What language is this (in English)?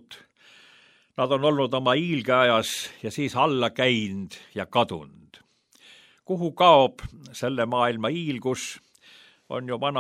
Estonian